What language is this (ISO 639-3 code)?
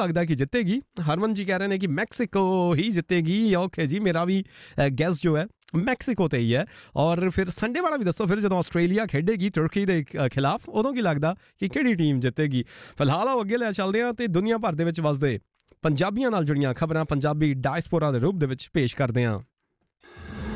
pan